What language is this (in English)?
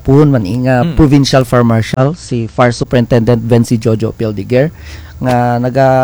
Kinaray-a